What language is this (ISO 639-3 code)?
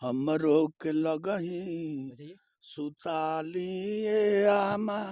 bho